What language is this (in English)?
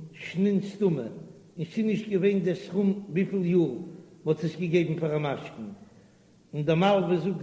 Yiddish